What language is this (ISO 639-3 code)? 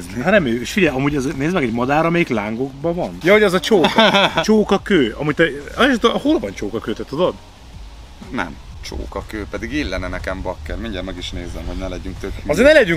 hun